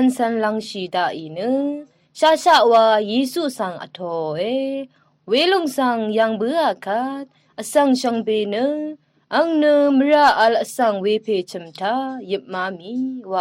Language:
Rawang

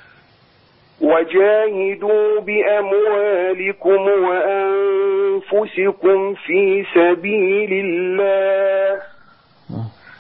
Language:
Arabic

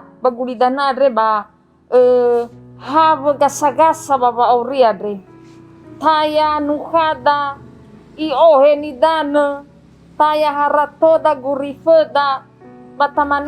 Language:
Nias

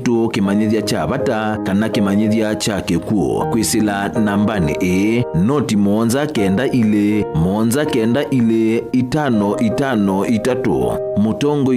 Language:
Kamba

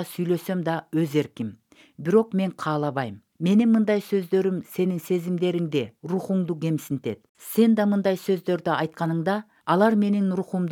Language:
Kyrgyz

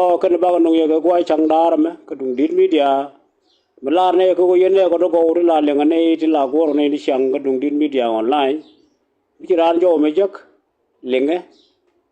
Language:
Nuer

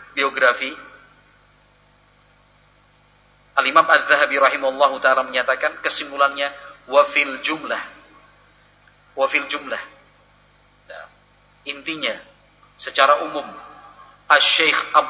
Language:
Indonesian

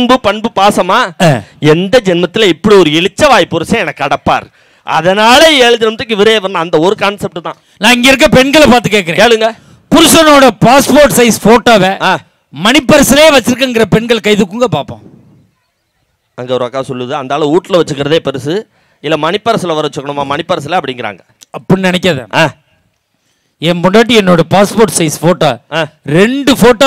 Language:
Tamil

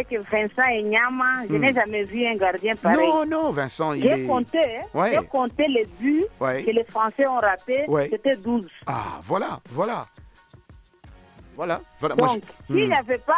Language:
French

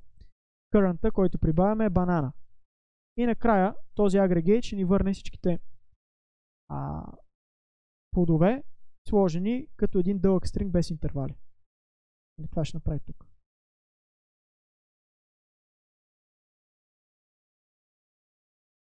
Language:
Bulgarian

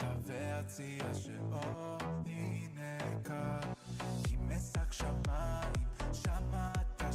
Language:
Yiddish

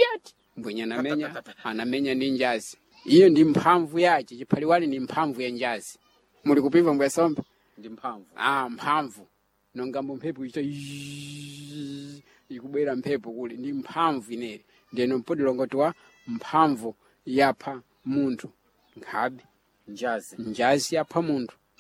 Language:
Sena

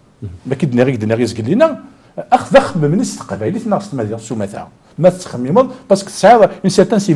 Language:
Kabyle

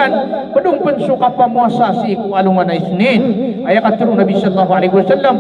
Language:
Maranao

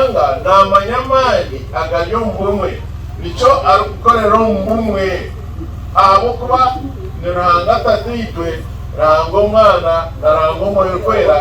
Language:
Nyankole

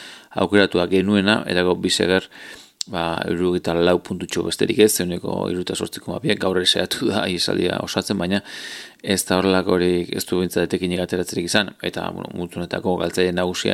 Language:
Basque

